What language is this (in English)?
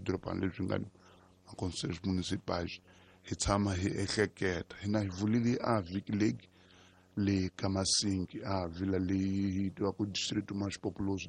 Tsonga